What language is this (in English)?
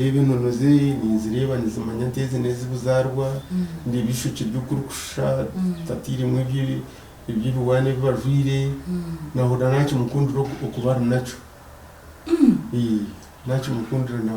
Nyankole